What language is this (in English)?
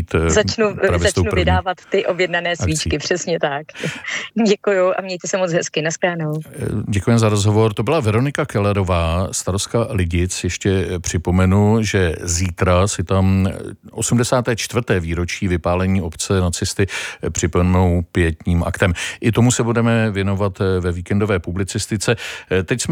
Czech